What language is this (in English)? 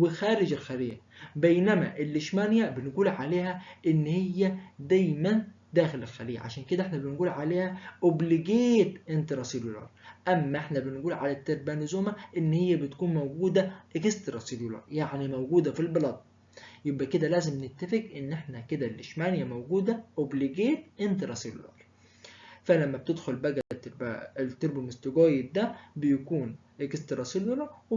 Egyptian Arabic